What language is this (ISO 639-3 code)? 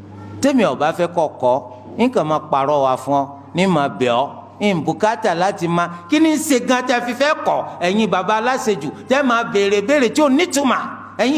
yor